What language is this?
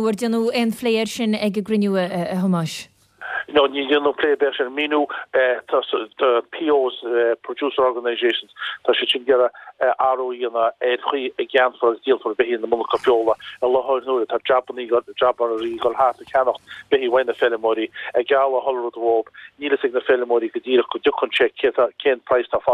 Irish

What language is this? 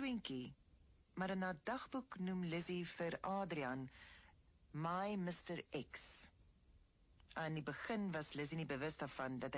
Afrikaans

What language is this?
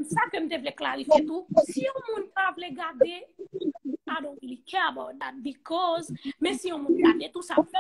Haitian Creole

